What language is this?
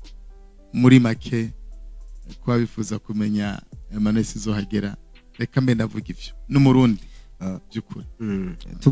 Rundi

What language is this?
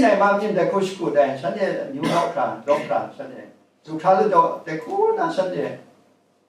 Kachin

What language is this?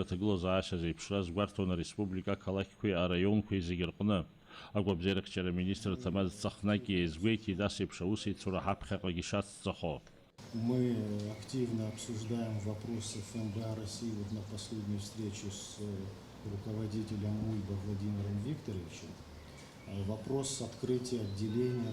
Abkhazian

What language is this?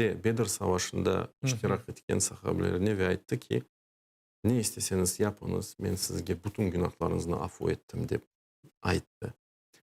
Crimean Tatar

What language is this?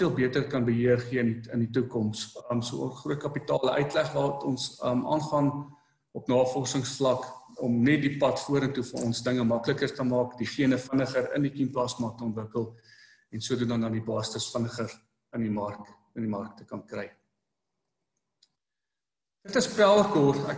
Afrikaans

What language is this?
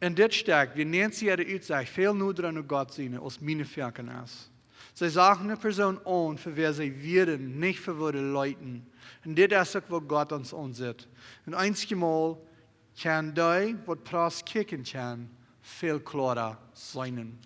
Plautdietsch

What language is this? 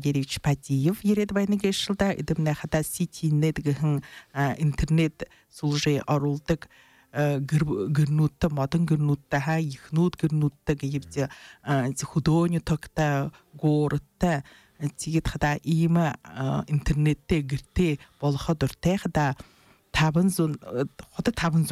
Buriat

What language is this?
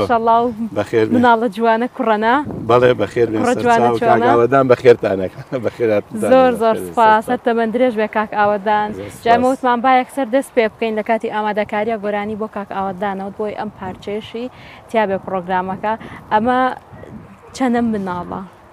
Central Kurdish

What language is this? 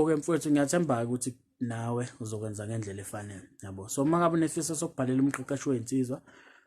Zulu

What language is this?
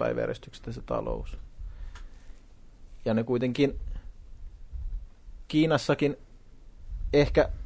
Finnish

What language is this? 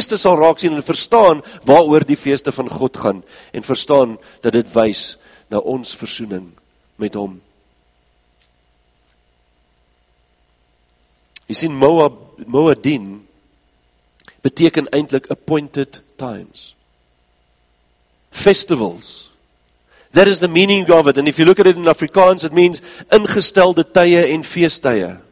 Afrikaans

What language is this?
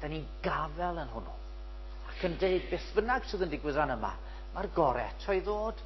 Welsh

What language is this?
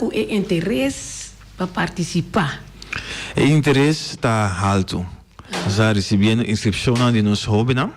Papiamento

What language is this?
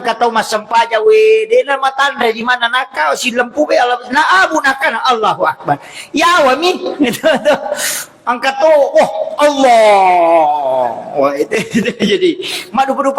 Buginese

